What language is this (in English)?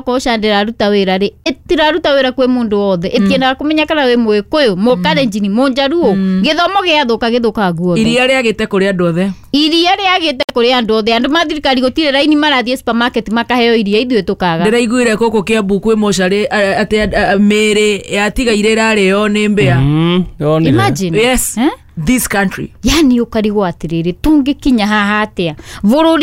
Kikuyu